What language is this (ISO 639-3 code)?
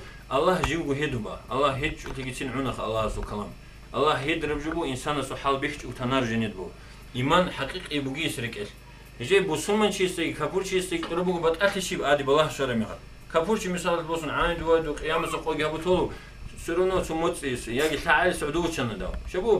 ava